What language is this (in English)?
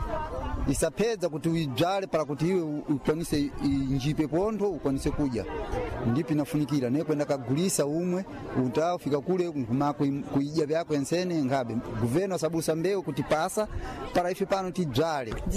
Sena